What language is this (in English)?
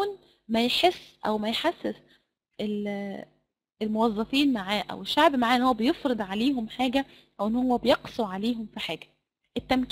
Egyptian Arabic